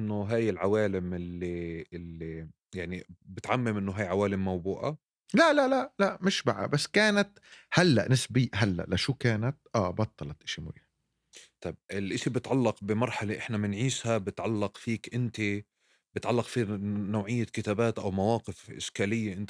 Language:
North Levantine Arabic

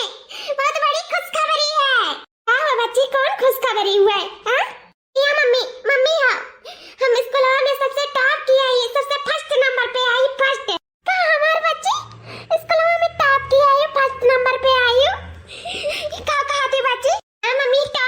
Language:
Awadhi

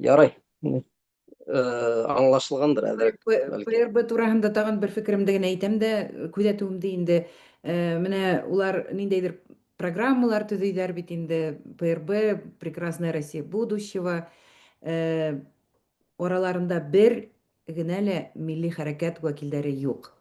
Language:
Bashkir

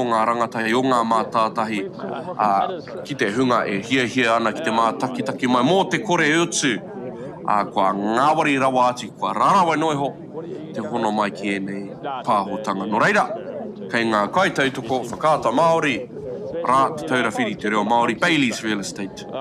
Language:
Māori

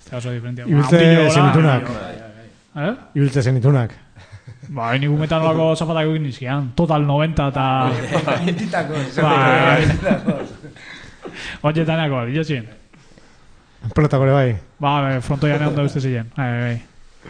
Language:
Basque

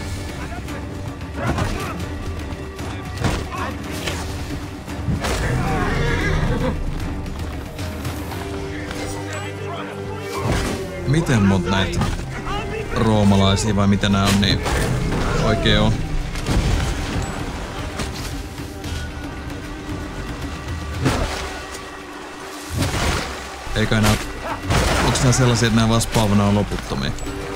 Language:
Finnish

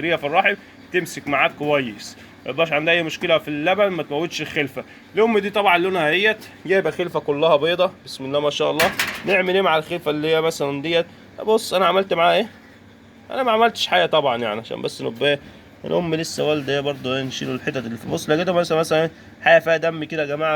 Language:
Egyptian Arabic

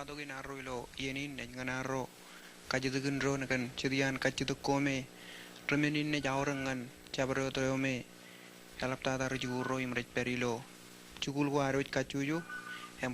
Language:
Marshallese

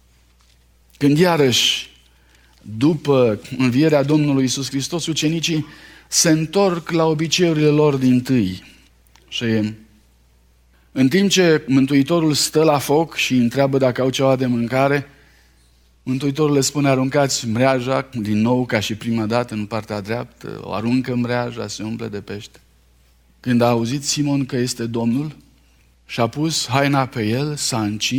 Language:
Romanian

